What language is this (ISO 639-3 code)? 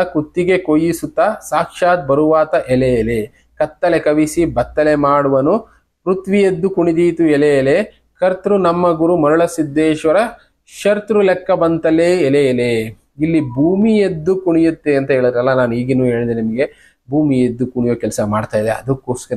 kan